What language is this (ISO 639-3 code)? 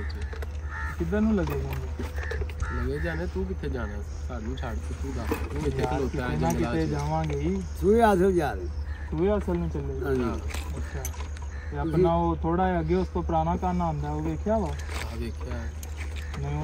pan